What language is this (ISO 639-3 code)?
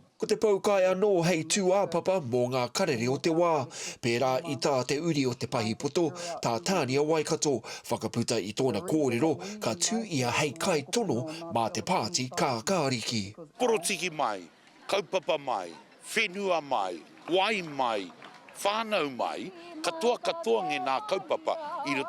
mri